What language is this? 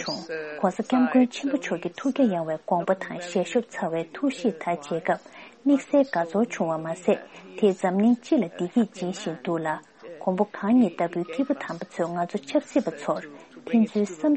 Tibetan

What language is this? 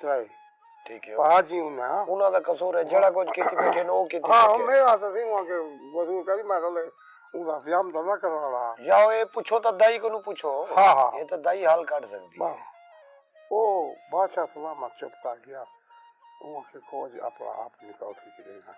Saraiki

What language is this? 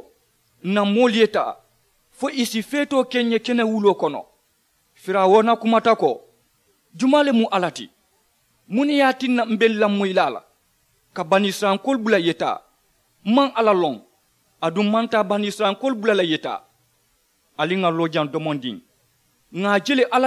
Mandingo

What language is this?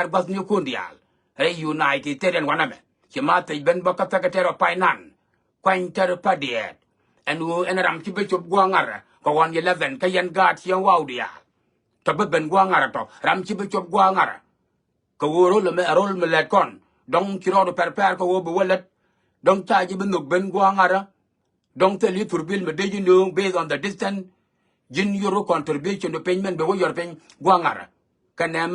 Nuer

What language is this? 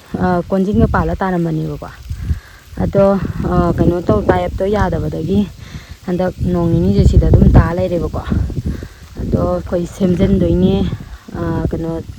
Manipuri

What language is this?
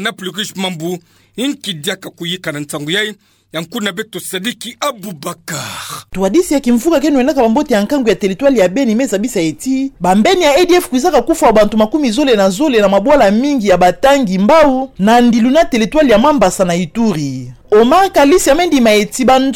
Kituba (Democratic Republic of Congo)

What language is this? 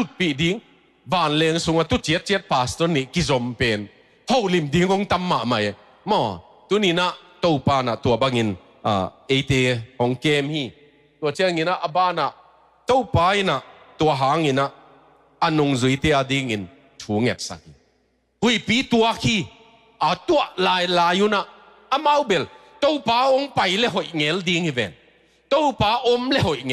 Tedim Chin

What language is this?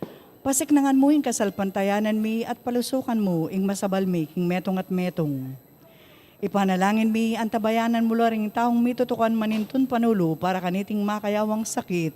Pampanga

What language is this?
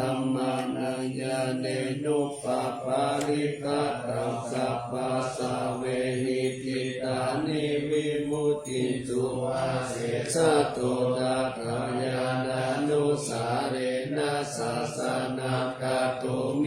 Pali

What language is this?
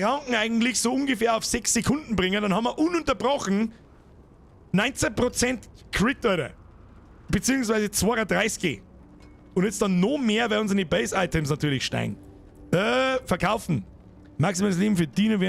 Bavarian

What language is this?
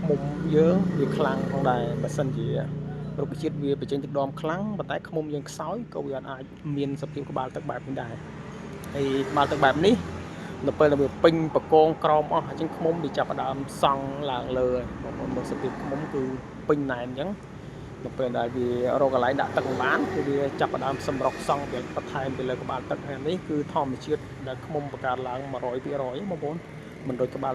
Khmer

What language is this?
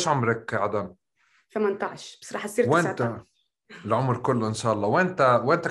North Levantine Arabic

